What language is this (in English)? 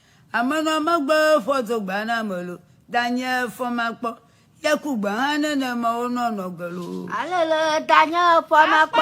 Ewe